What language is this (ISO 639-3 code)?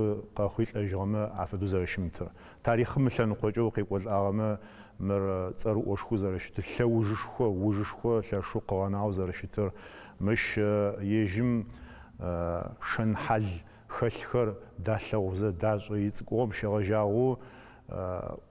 ady